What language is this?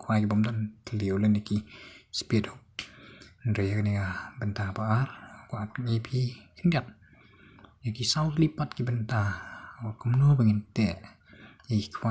Khasi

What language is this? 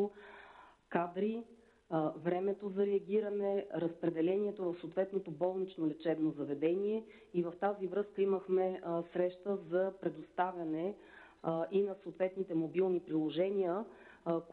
Bulgarian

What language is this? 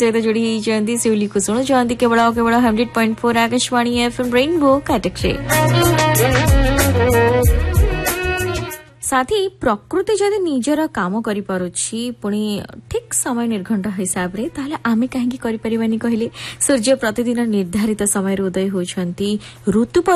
Odia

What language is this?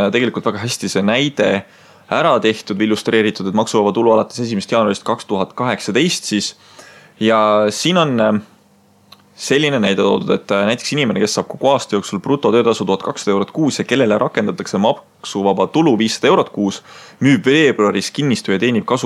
Estonian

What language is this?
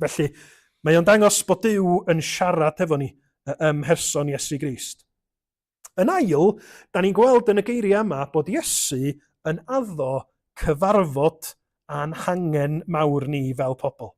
Welsh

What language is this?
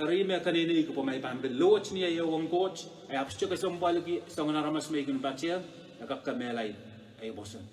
Pohnpeian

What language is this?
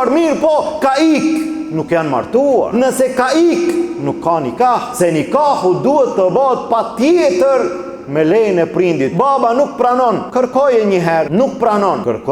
Albanian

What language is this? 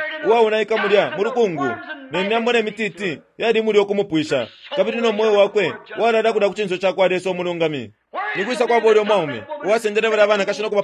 Bemba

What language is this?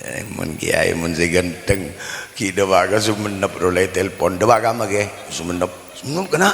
Madurese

